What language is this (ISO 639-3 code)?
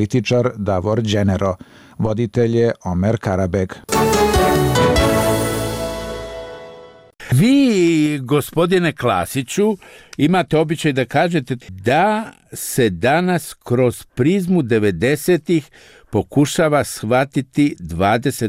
hrv